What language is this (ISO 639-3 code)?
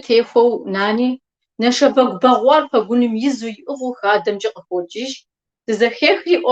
kbd